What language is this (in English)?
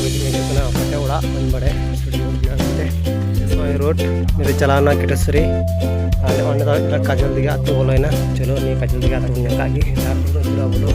Santali